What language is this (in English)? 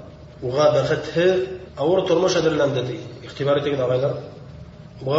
Bashkir